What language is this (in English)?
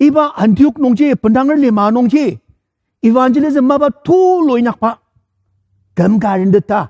Ao Naga